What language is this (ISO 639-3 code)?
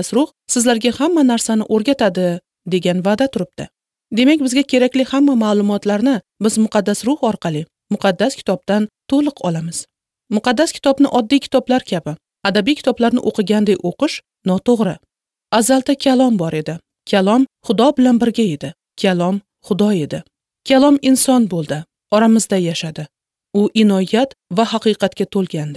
uzb